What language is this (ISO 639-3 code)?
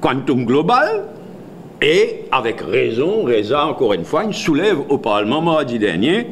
mfe